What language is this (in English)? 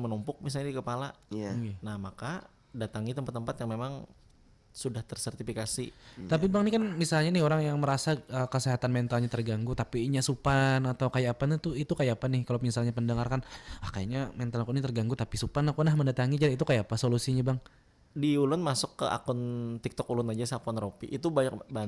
Banjar